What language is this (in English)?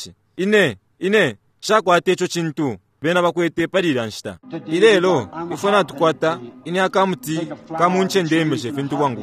Bemba